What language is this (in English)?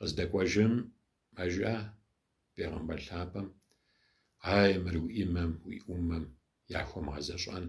Kabardian